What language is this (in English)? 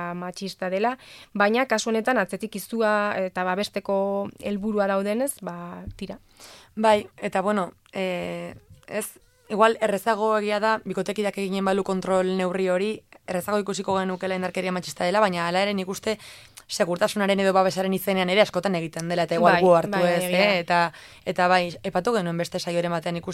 Basque